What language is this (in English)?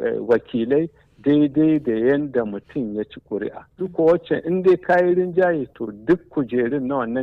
Hausa